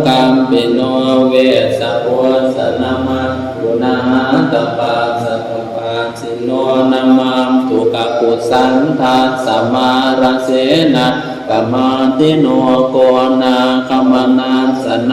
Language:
Pali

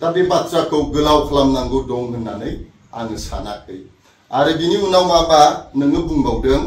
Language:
Bodo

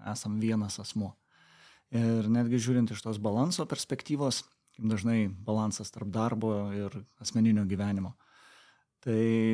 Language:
Lithuanian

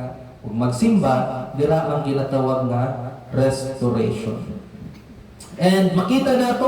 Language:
Cebuano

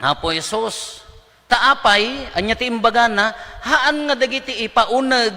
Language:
Iloko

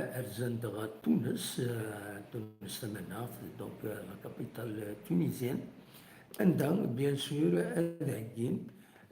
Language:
Kabyle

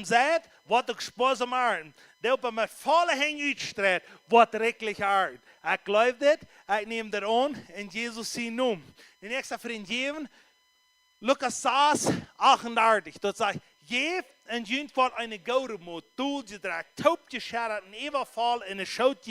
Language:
Plautdietsch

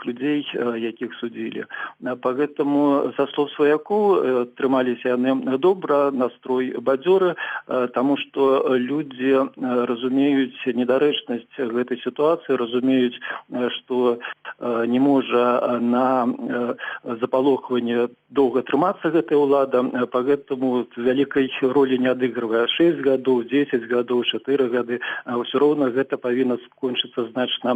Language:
Belarusian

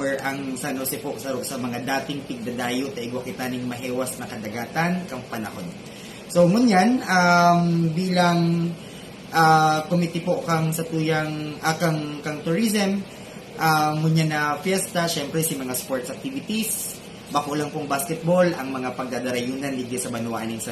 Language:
Bikol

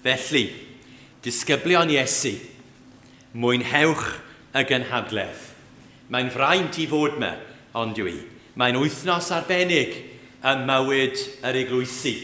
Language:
Welsh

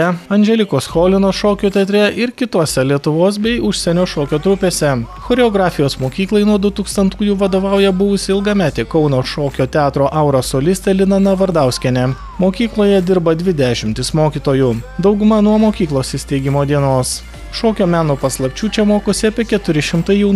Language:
Lithuanian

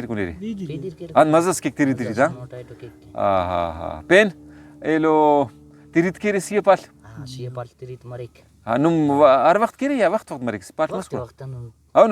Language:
Brahui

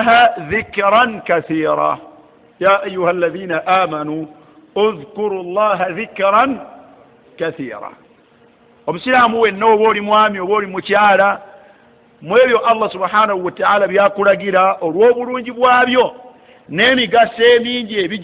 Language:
Ganda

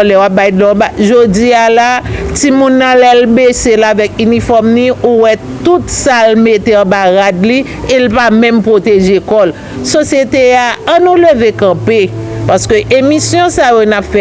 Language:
Haitian Creole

